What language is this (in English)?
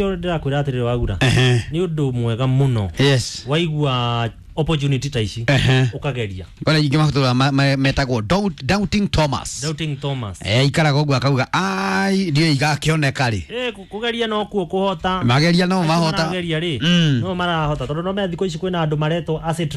Kikuyu